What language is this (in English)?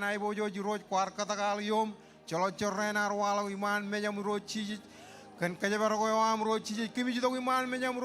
Marshallese